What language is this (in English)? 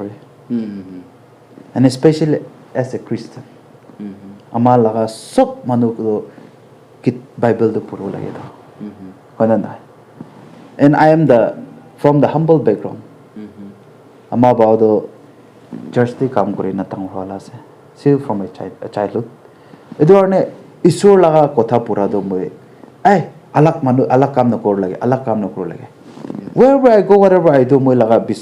Naga Pidgin